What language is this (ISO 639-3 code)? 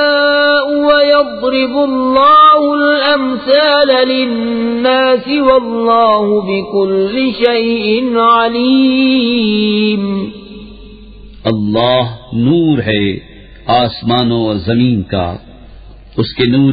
urd